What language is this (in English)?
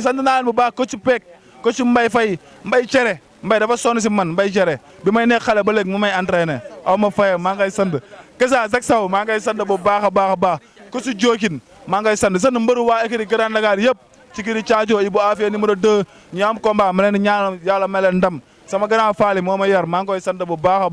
Wolof